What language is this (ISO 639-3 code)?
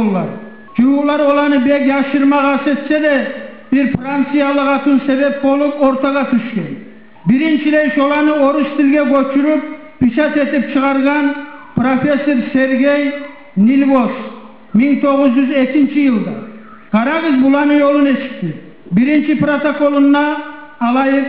kum